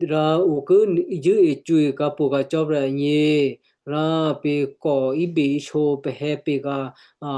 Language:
Western Kayah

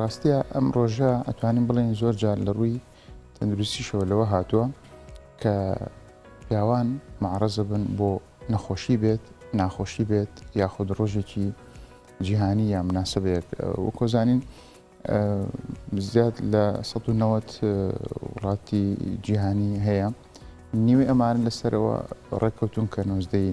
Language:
Central Kurdish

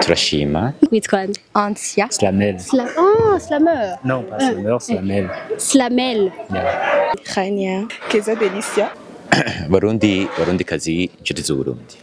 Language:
Rundi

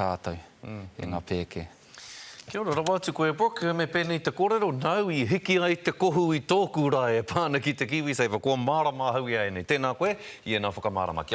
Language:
Māori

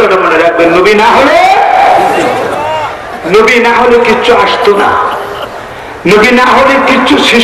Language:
Bangla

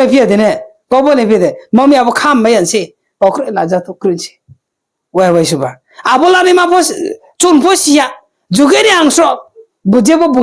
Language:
Riang (India)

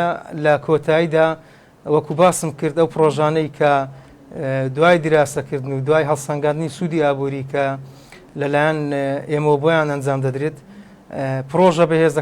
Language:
Central Kurdish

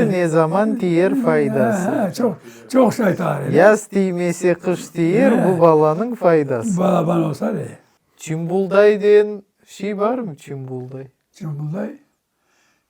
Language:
Crimean Tatar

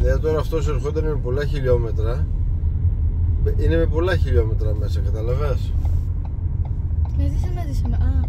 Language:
Greek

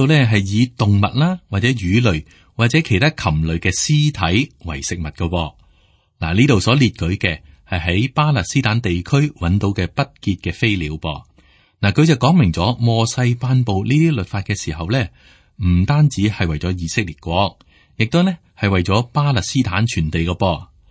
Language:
Cantonese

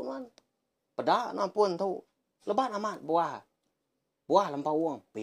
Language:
Iban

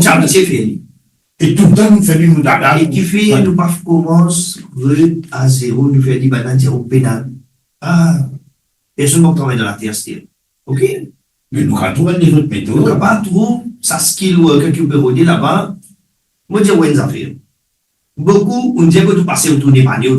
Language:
Morisyen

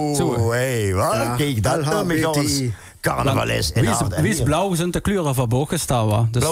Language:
Limburgish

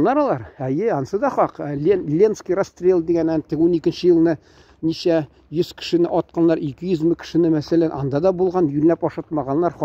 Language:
Tatar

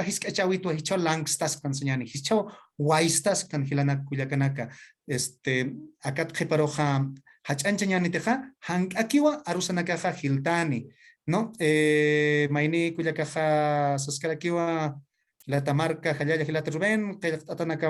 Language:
Aymara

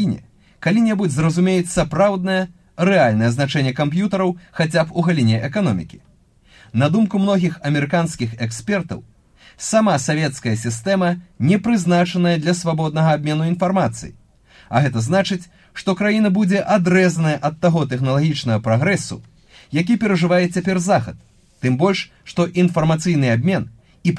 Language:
Belarusian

